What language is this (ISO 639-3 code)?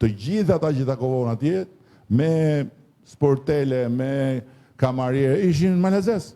sqi